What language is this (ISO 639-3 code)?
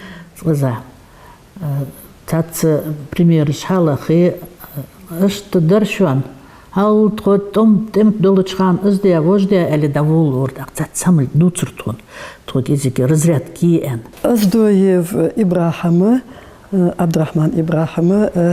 inh